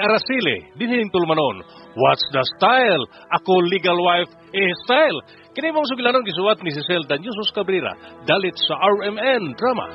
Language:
Cebuano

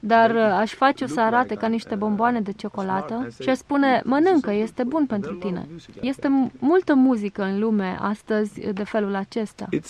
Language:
Romanian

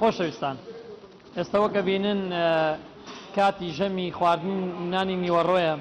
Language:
Central Kurdish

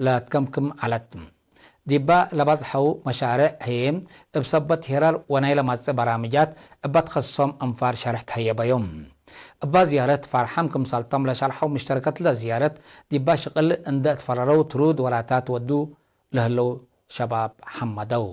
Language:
Tigre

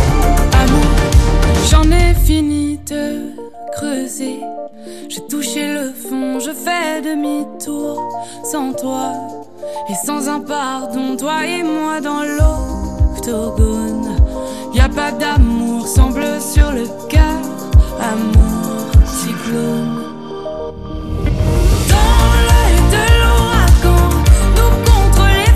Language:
French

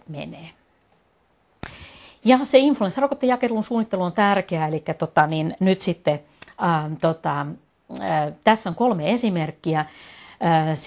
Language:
Finnish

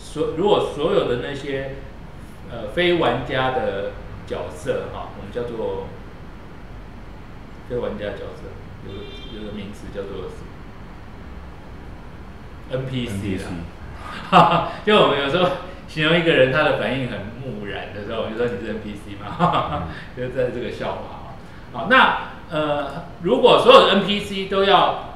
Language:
Chinese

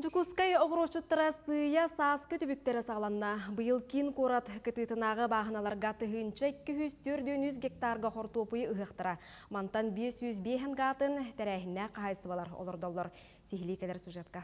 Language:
Yakut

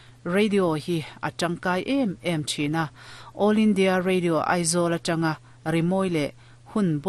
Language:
Mizo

